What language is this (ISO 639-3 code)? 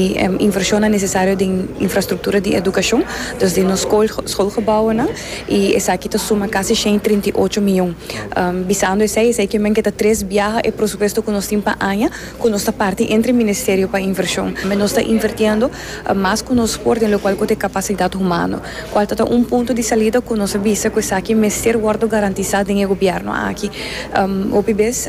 pap